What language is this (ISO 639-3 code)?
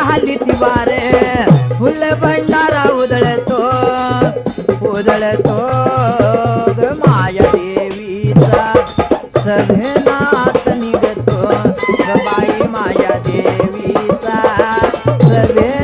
mar